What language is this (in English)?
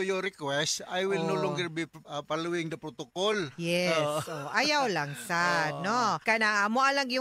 Cebuano